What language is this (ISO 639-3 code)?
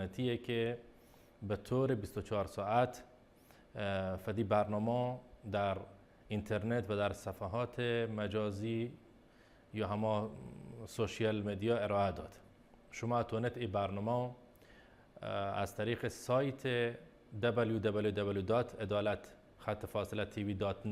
bal